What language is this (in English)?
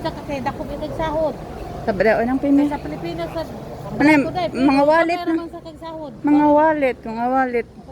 Cebuano